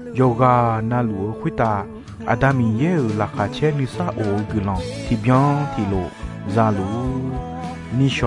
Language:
Akha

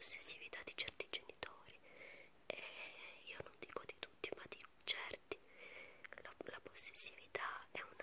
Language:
Italian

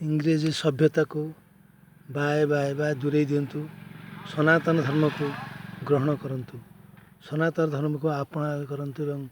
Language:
Odia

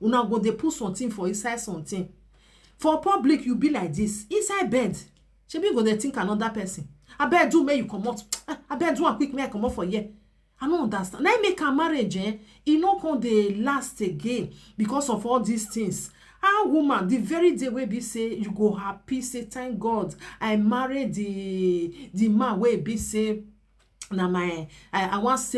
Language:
Nigerian Pidgin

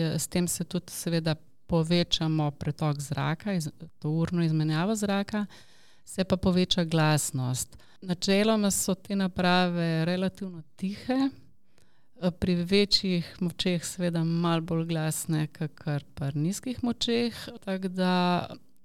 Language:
Slovenian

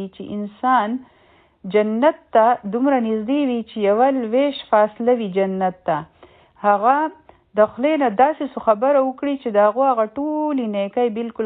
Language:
Pashto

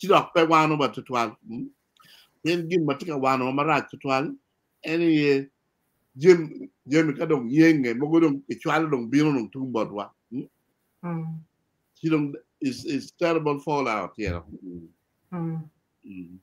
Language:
Acoli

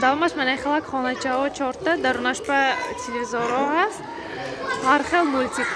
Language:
Tajik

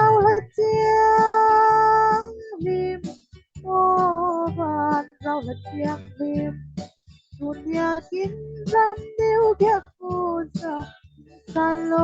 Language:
Falam Chin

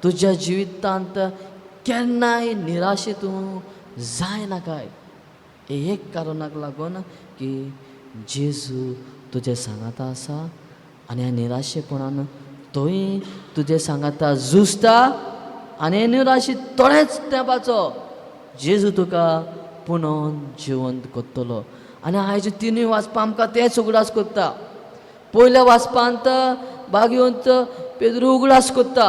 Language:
Konkani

